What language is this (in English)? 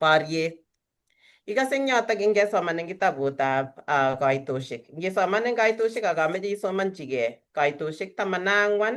Kalenjin